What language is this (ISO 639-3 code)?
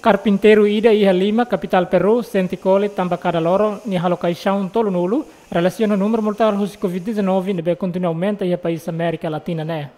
tet